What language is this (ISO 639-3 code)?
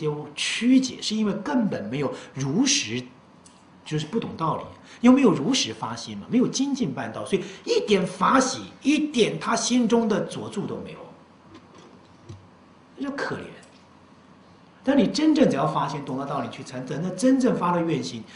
zho